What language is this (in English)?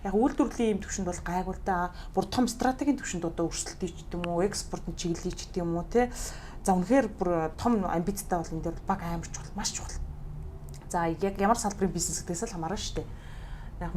Mongolian